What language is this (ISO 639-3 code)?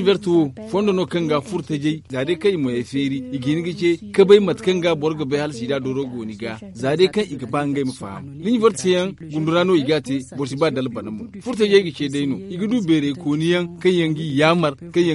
dje